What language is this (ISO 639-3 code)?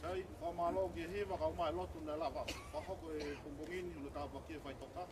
ton